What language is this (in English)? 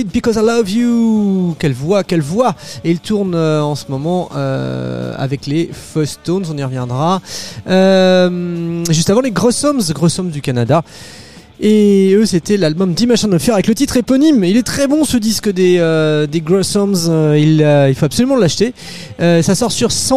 French